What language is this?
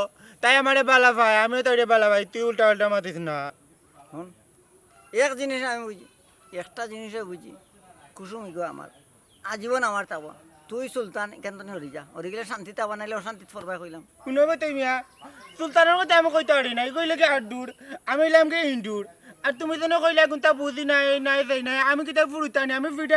Sylheti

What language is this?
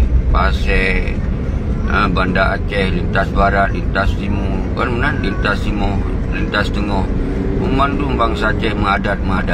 Achinese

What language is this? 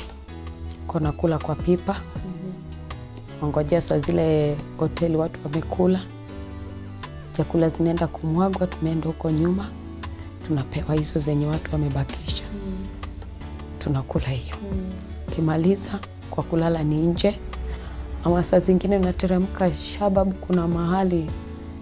Swahili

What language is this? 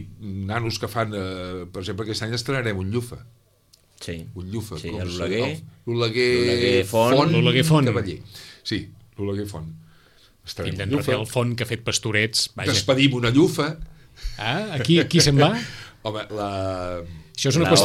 Catalan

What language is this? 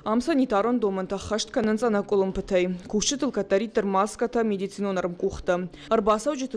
Ossetic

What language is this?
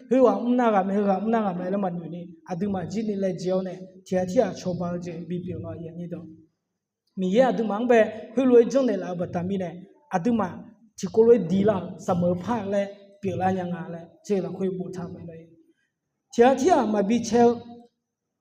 Akha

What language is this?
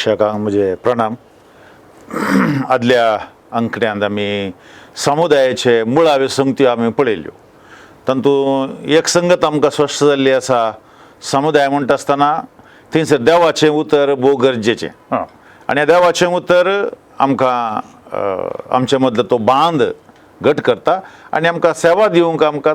Konkani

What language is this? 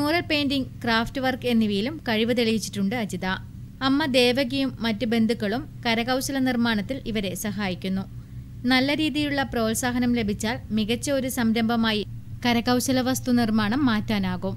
Malayalam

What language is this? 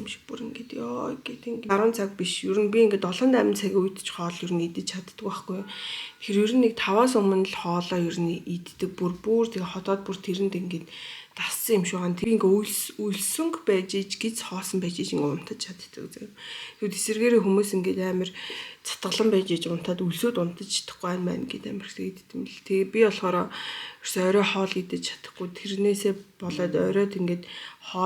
Mongolian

